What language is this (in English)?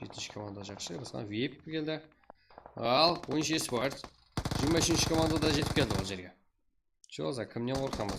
Kara-Kalpak